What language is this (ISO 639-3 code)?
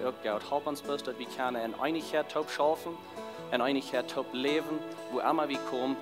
pdt